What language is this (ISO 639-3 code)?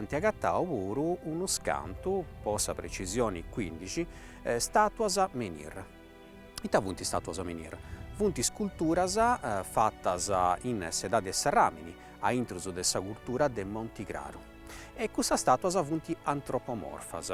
srd